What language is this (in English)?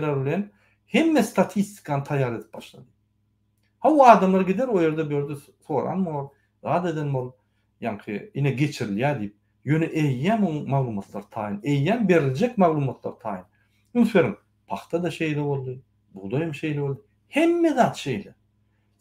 Turkmen